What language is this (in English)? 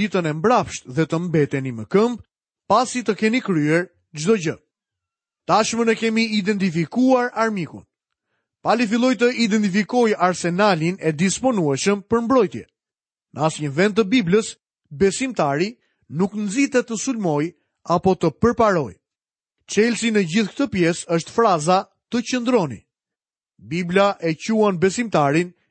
Albanian